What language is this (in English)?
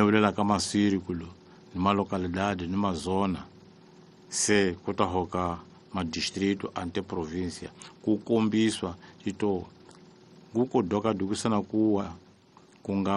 Tsonga